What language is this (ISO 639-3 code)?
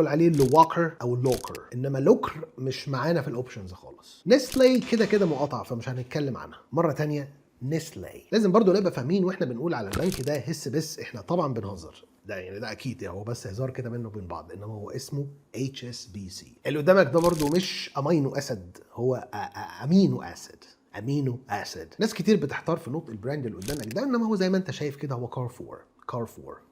arz